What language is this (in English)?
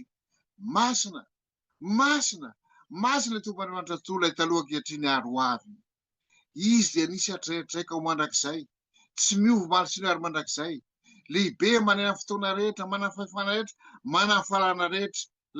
Malagasy